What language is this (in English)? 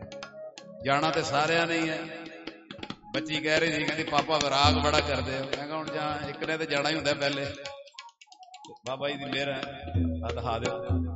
Punjabi